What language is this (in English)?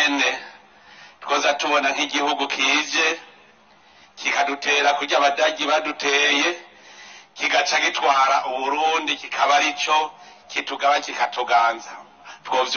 Rundi